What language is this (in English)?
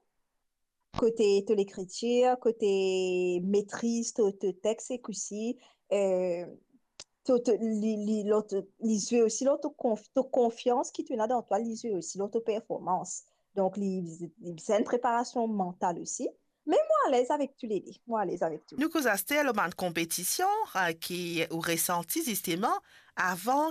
Morisyen